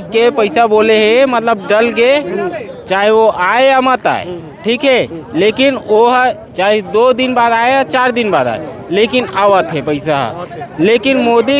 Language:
Chhattisgarhi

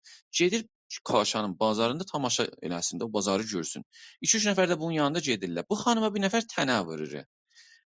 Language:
South Azerbaijani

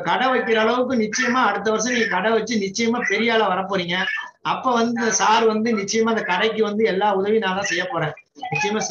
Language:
Tamil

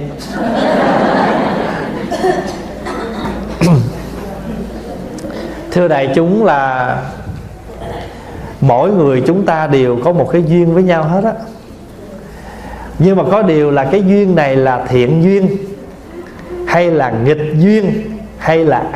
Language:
Vietnamese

